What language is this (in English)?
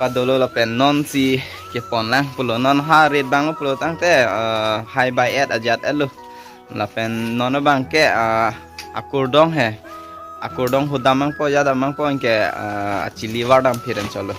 Karbi